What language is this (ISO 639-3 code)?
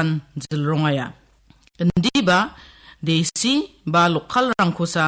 grt